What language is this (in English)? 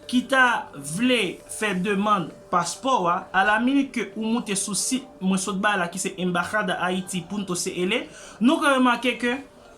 Haitian Creole